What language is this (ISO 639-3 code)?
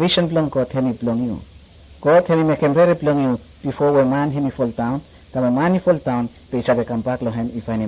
bis